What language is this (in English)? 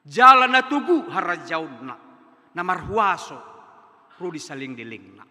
Batak Toba